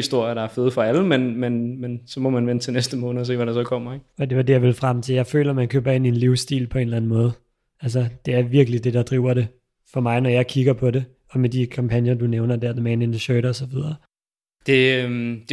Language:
Danish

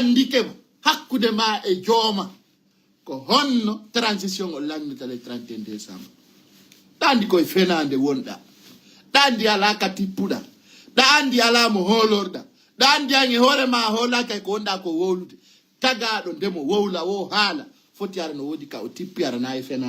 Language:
Fula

